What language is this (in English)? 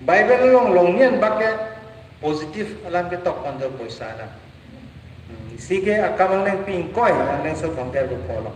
Karbi